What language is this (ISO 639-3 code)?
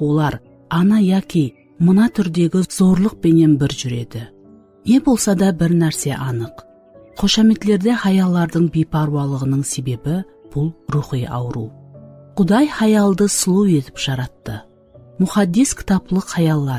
kaa